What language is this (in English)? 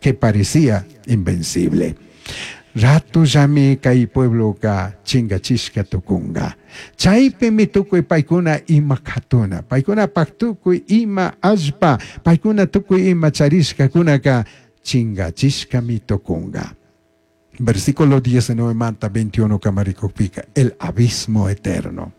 Chimborazo Highland Quichua